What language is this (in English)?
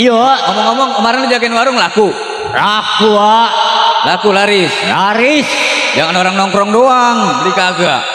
Betawi